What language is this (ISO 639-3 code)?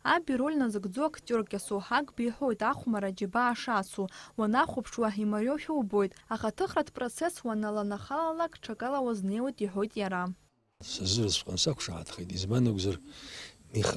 abk